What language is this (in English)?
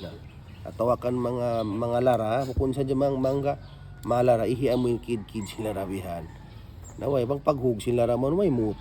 Tausug